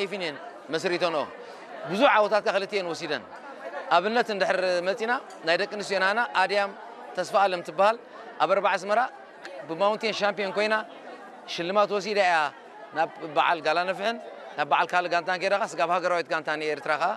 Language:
Tigrinya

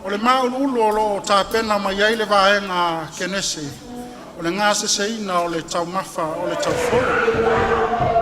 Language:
Samoan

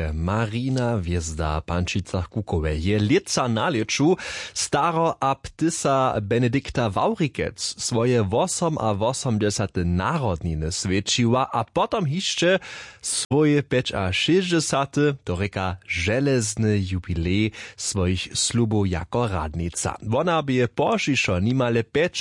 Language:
Upper Sorbian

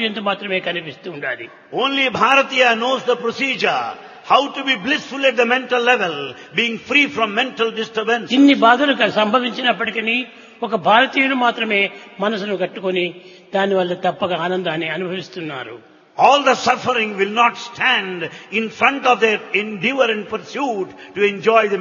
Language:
Telugu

